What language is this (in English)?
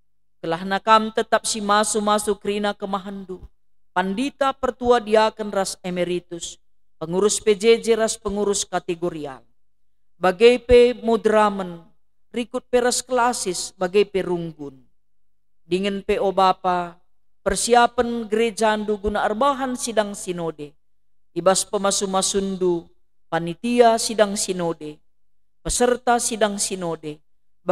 Batak Karo